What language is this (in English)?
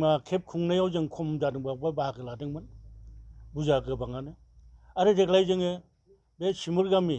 Bodo